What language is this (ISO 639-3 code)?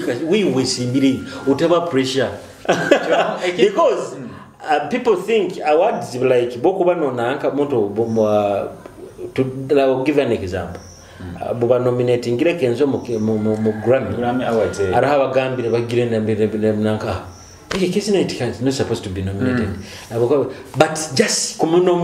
nyo